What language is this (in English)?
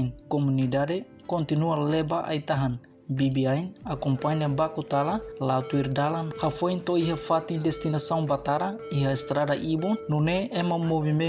Tetum